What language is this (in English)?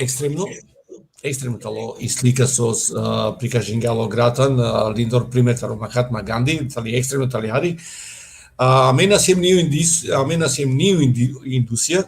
Balkan Romani